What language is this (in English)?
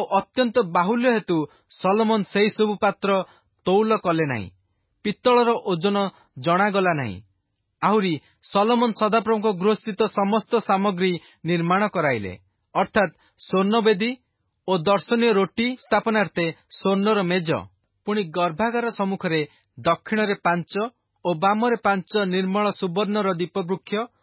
Odia